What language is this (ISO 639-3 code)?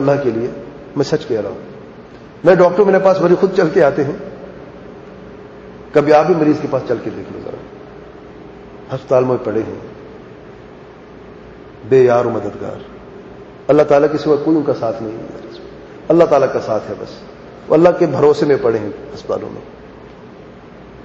urd